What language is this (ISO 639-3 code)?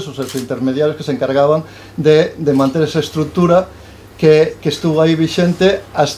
glg